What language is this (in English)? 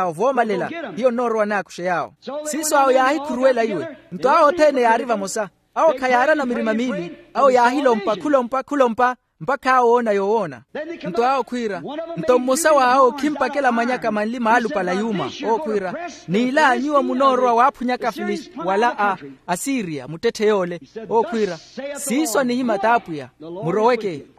Makhuwa